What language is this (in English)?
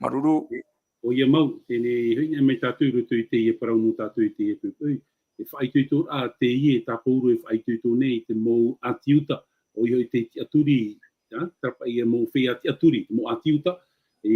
Tahitian